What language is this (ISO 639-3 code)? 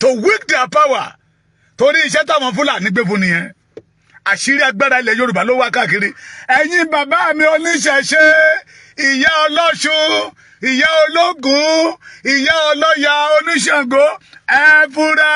yor